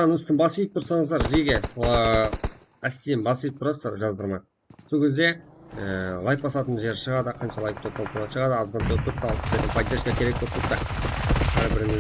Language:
Kara-Kalpak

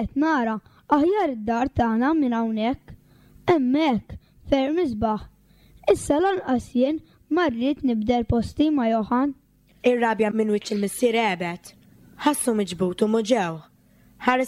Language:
Maltese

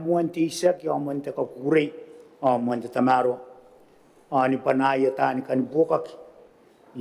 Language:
Gilbertese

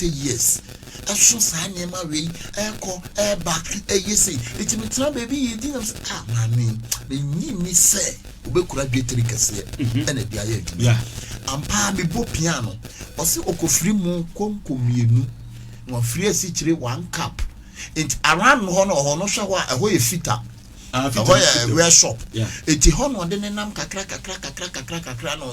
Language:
Akan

